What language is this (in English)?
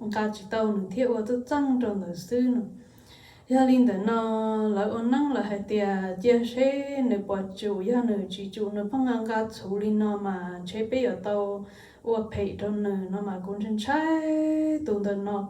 Hmong